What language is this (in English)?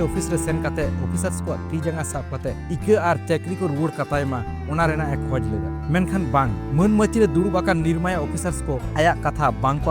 Santali